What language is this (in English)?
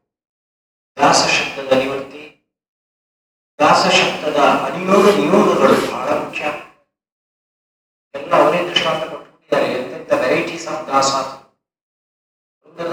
Kannada